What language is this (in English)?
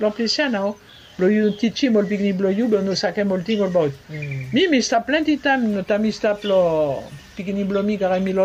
Bislama